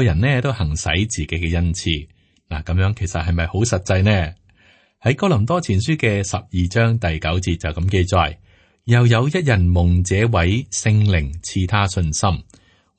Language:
Cantonese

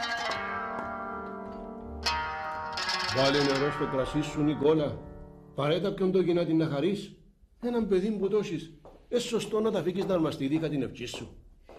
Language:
Greek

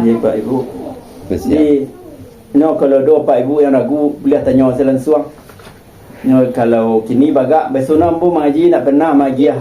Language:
Minangkabau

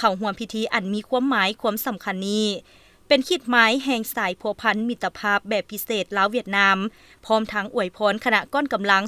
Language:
Lao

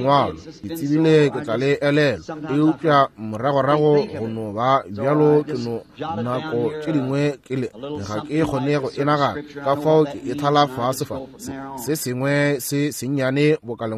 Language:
Northern Sotho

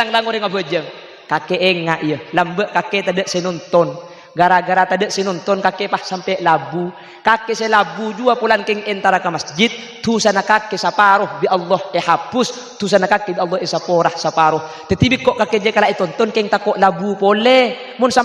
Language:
Madurese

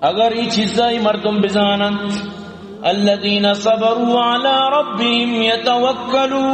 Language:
Eastern Balochi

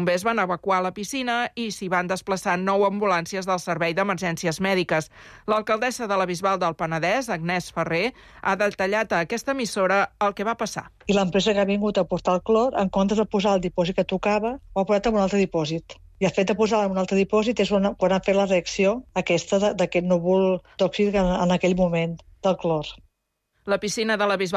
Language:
Catalan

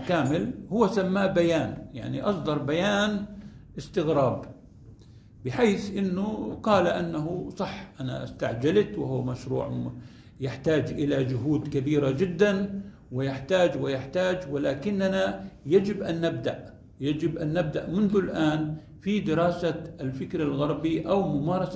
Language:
Arabic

